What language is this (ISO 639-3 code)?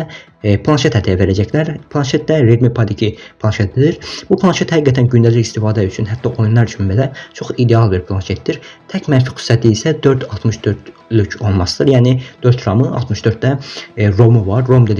aze